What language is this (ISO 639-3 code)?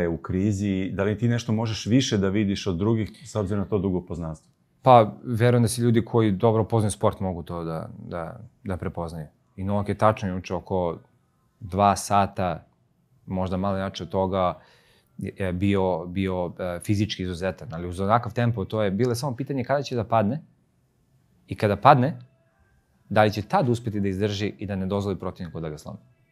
srp